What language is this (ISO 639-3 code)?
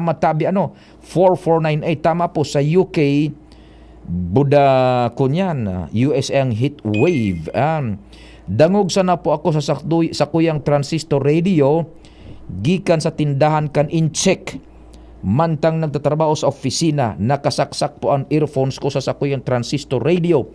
bik